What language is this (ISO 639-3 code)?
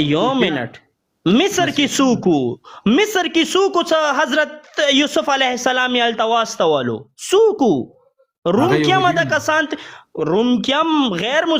pus